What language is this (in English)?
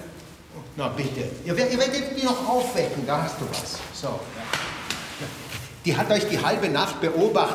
German